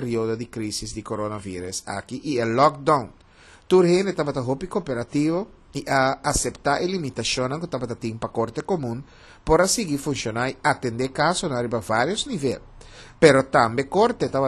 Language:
Papiamento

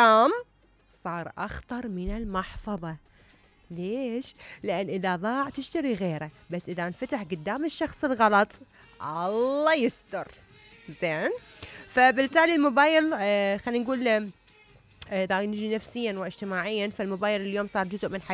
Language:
Mesopotamian Arabic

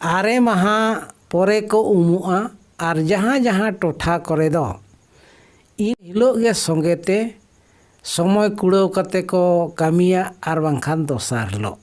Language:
Santali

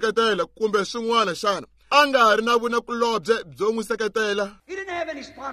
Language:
Tsonga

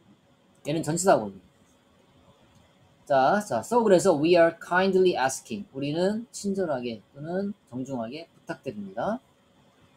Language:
Korean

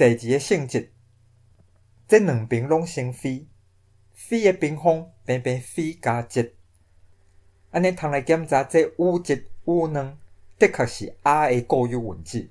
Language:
Min Nan Chinese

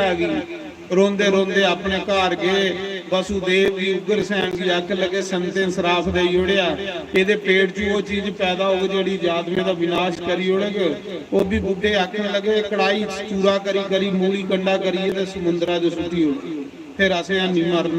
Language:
Dogri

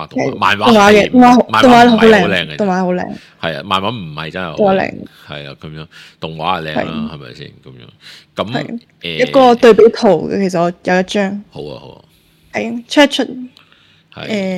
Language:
Cantonese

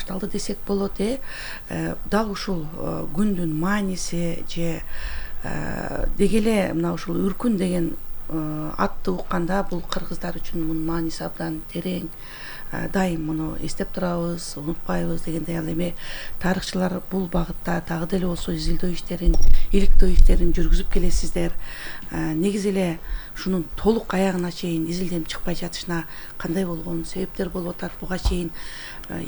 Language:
Kyrgyz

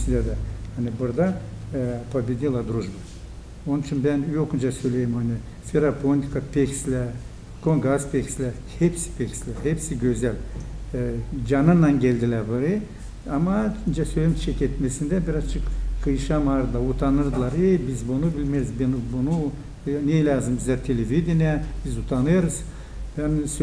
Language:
Gagauz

